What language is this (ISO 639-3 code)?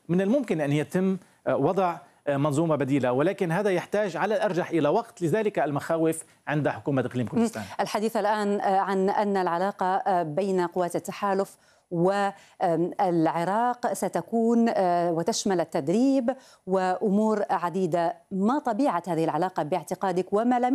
ara